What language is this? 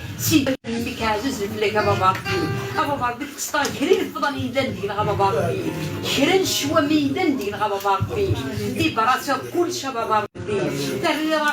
Kabyle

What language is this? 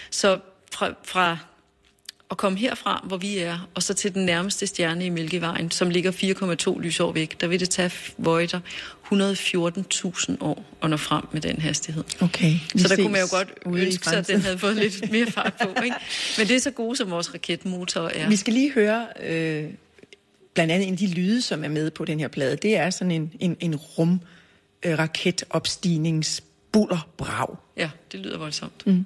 Danish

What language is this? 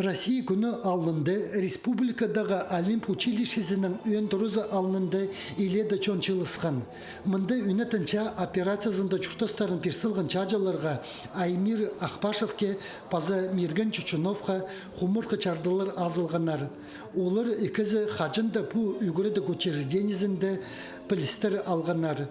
Khakas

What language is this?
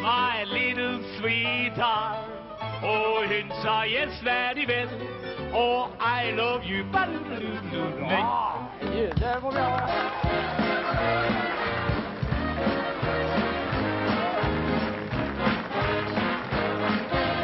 Norwegian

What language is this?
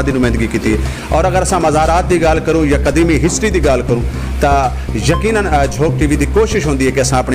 Saraiki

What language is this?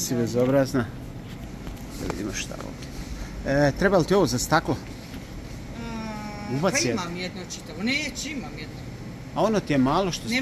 Croatian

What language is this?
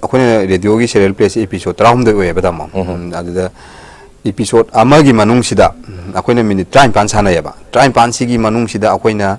Manipuri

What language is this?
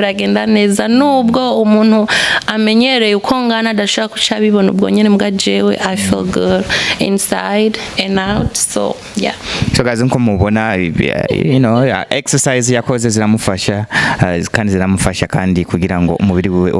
Rundi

